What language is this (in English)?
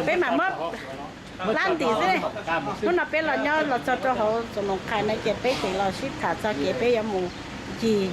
Hmong